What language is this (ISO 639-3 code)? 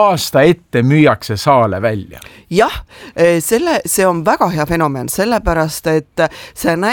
est